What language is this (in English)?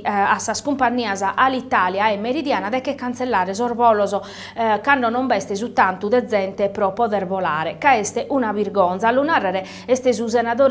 Sardinian